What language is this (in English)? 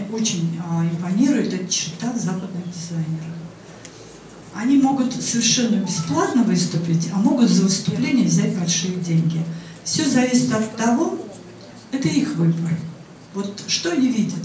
Russian